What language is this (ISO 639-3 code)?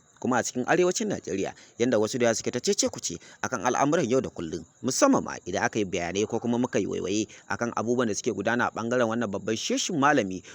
hau